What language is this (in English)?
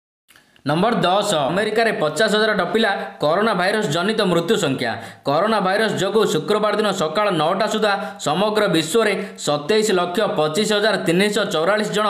Odia